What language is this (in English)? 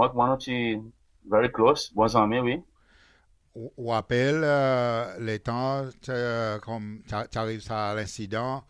Seselwa Creole French